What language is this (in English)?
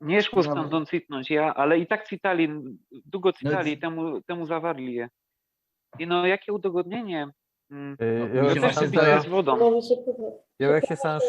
Silesian